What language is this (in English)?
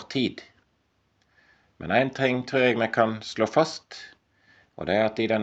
Norwegian